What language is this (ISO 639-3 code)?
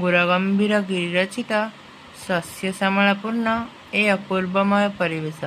ori